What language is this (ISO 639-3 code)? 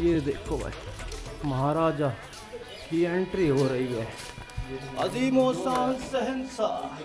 bgc